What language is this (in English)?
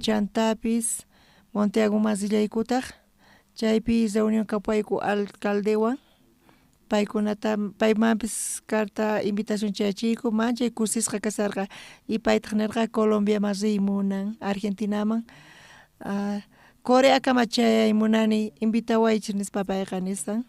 South Bolivian Quechua